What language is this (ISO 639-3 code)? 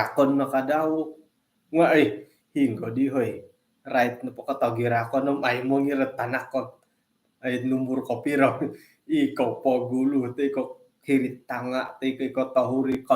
dtp